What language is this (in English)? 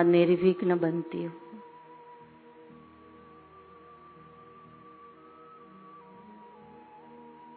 Hindi